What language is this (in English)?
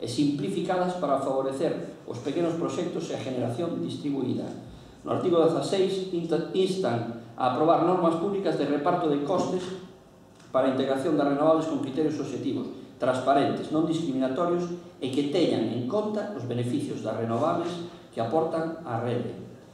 Galician